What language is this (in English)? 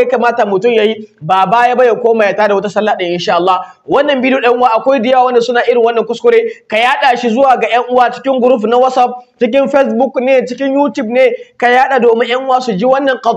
Hausa